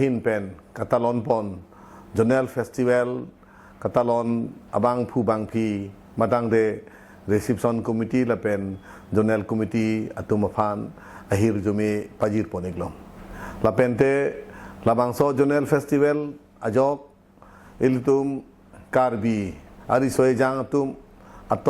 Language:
Karbi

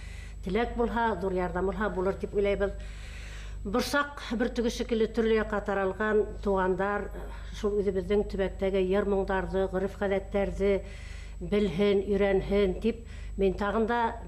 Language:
Bashkir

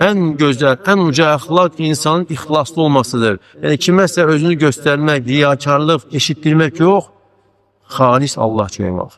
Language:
Azerbaijani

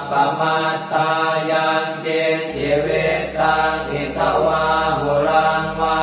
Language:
Pali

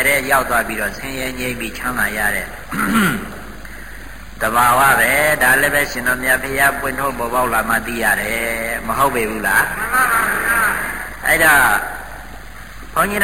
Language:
Burmese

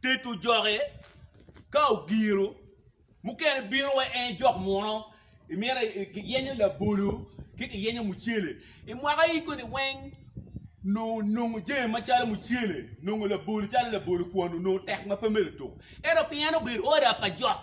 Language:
Acoli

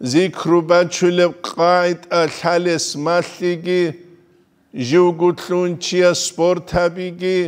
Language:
Avaric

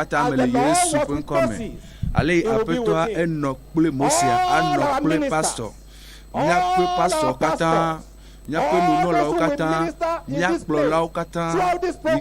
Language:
Ewe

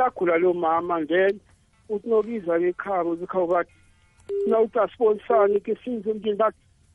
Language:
South Ndebele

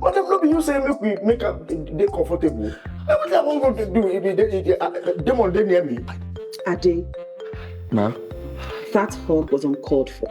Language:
Nigerian Pidgin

